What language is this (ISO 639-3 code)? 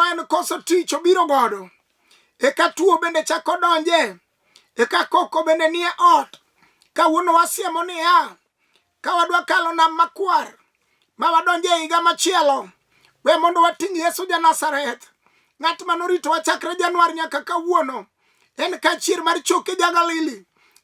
luo